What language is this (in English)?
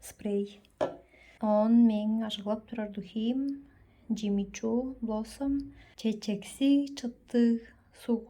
Tuvinian